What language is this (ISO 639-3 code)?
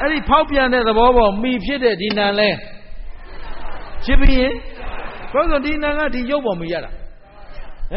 mya